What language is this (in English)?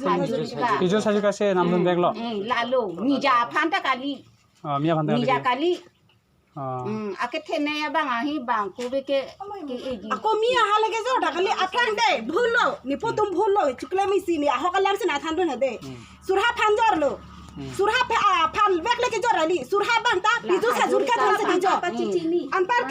Karbi